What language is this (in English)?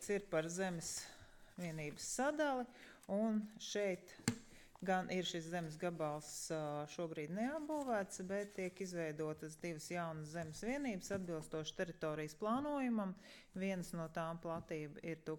Latvian